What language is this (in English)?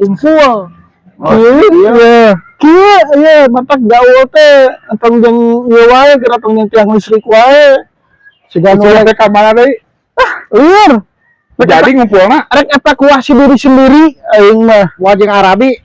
Sundanese